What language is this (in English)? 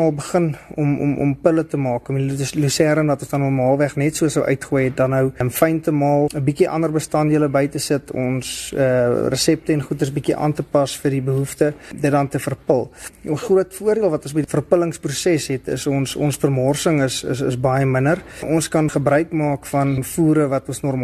Afrikaans